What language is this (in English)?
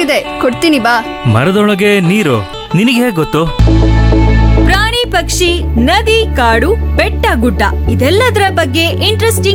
Kannada